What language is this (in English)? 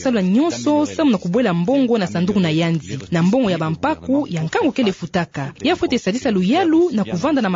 Kituba (Democratic Republic of Congo)